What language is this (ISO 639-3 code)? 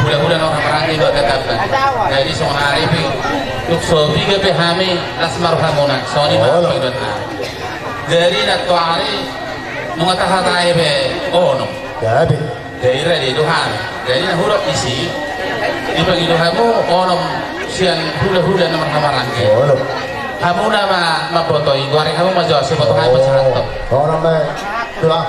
bbc